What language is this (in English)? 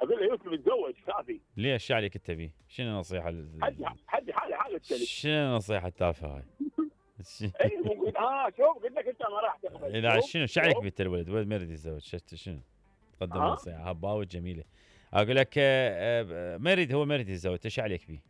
Mesopotamian Arabic